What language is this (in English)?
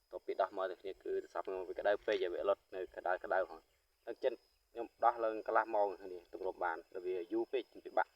Khmer